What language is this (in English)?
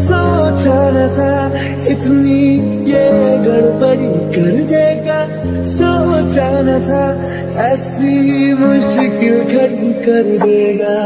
Hindi